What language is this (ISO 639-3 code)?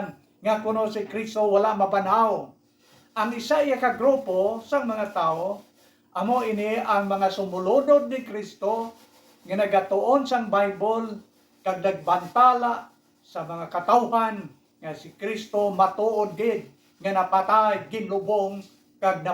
hil